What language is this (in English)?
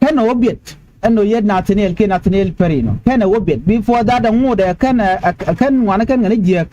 Nuer